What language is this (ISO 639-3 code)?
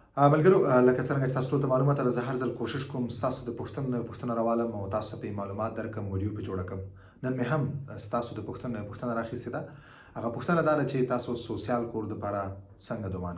pus